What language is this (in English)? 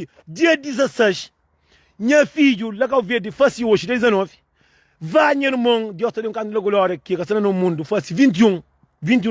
Kabuverdianu